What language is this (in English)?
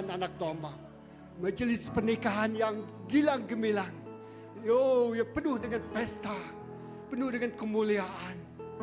Iban